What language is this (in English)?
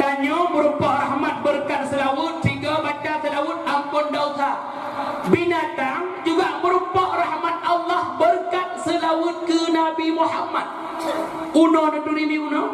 Achinese